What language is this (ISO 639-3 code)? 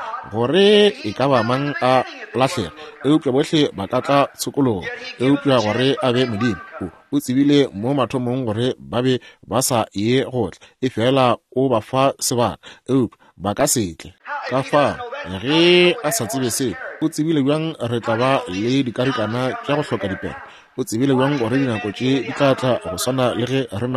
nso